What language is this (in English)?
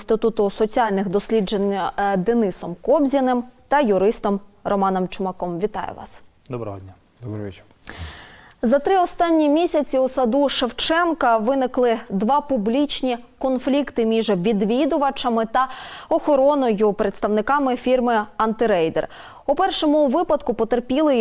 Ukrainian